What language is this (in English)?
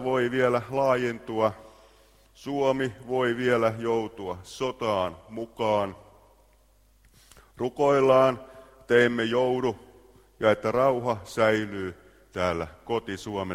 Finnish